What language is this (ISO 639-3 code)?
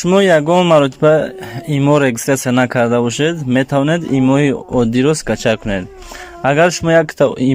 tgk